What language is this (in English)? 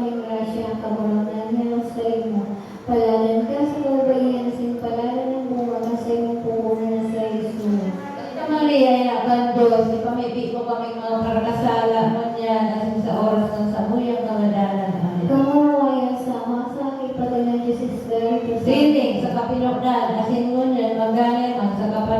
Bikol